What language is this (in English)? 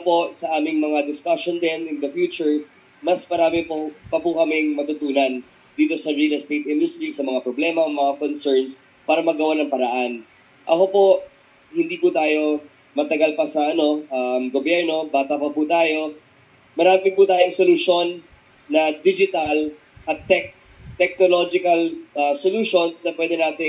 Filipino